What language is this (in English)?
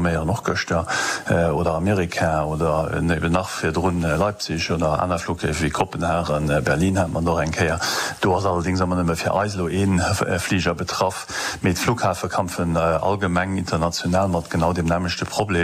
Luxembourgish